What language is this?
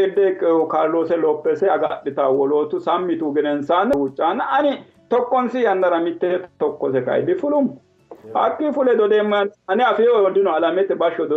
Sidamo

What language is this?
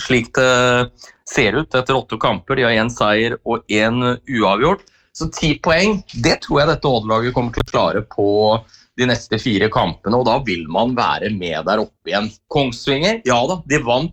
Norwegian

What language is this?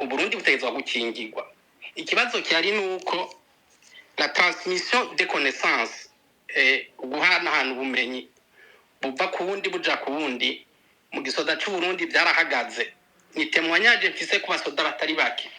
Rundi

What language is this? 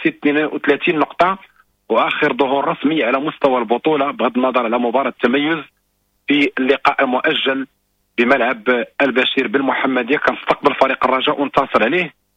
Moroccan Arabic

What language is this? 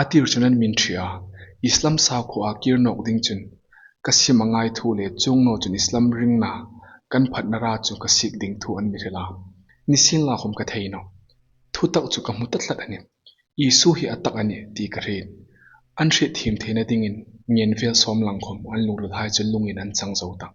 Hmar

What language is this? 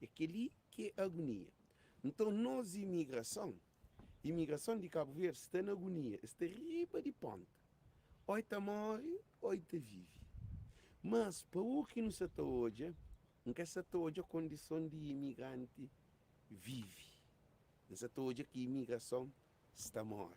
Kabuverdianu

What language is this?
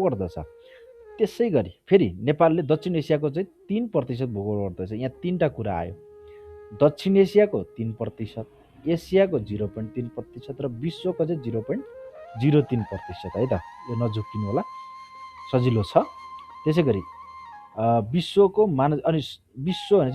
Nepali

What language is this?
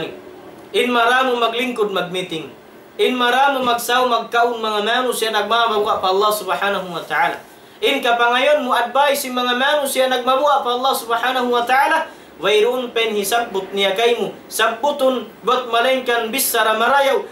Tausug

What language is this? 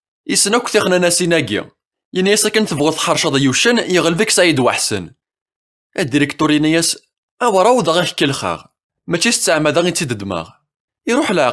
Kabyle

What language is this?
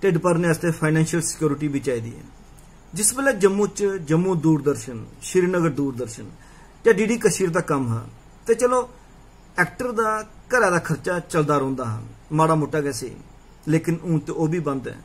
Dogri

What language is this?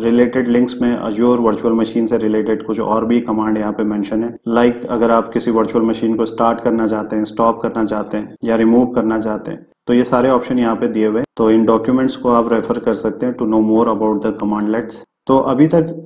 Hindi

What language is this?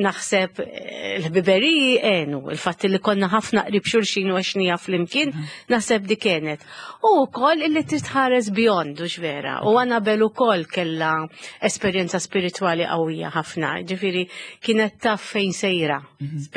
Maltese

